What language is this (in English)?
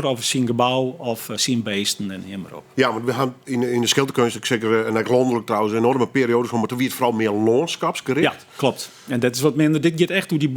Western Frisian